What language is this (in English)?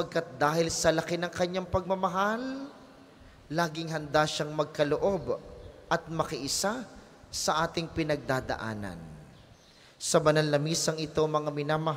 Filipino